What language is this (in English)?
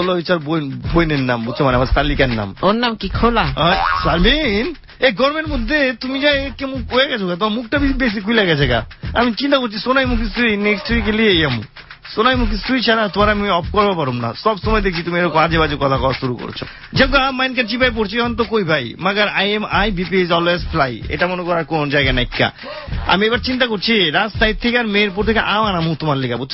Bangla